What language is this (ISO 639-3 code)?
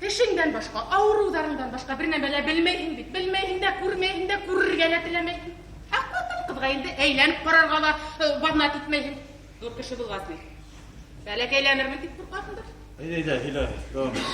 bak